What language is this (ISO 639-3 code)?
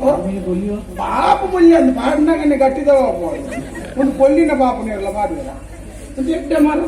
tcy